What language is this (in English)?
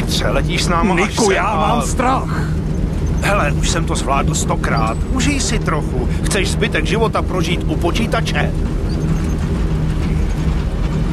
Czech